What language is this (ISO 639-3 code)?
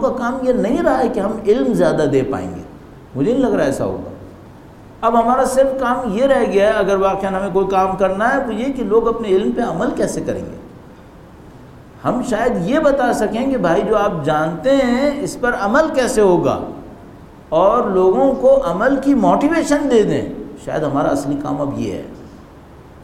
urd